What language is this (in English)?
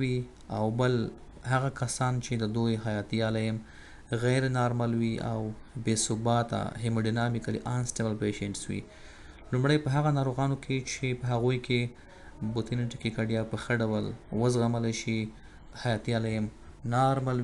Pashto